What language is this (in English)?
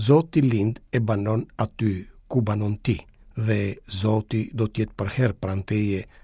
Albanian